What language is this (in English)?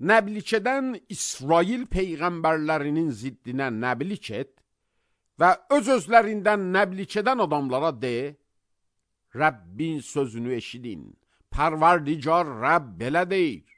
Azerbaijani